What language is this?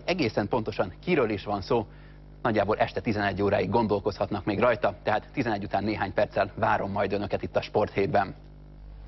Hungarian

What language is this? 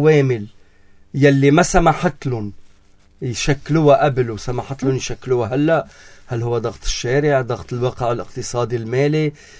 North Levantine Arabic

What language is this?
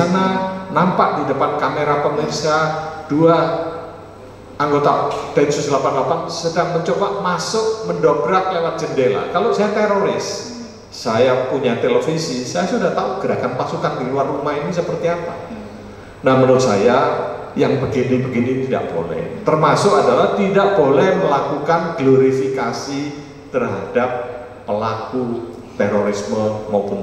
Indonesian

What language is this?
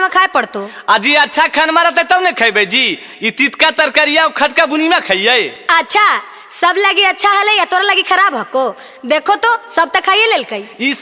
Magahi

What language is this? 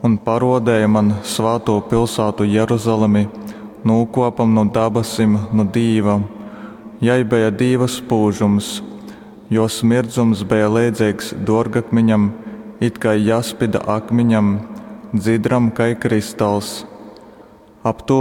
Latgalian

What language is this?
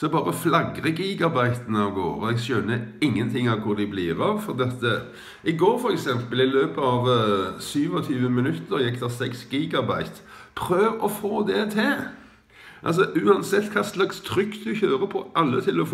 Norwegian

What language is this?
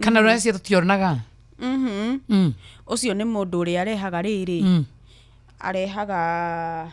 Kikuyu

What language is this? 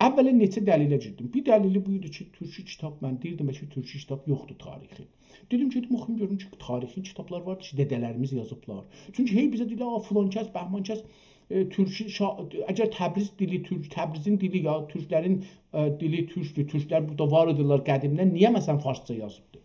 South Azerbaijani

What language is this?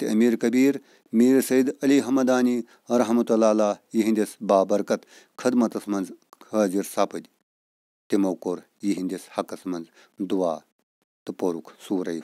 Kashmiri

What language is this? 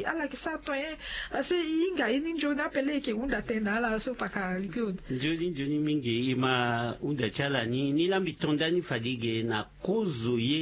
Sango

